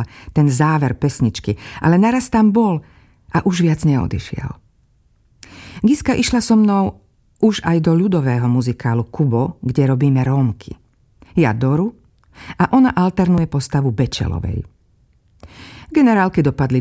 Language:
Slovak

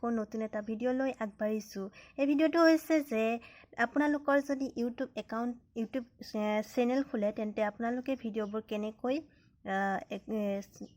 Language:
Assamese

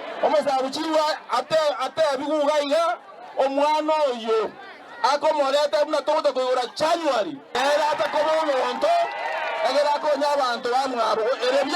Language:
Gusii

